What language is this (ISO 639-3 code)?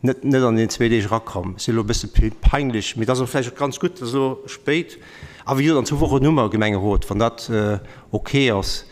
ltz